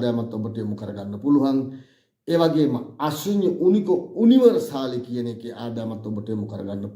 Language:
Sinhala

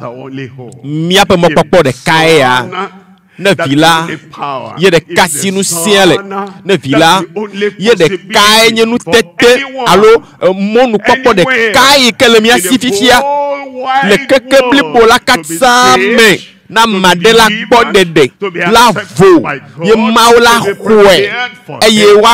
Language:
Ewe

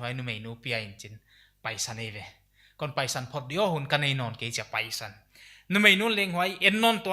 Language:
Paite Chin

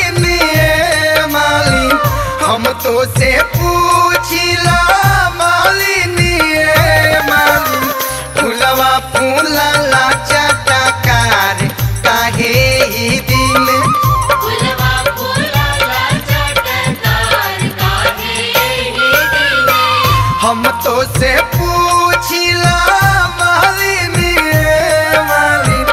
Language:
Bhojpuri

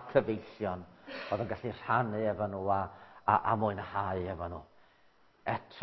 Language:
Welsh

